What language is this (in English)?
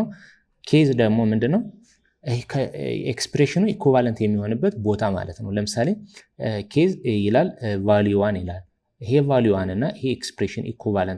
Amharic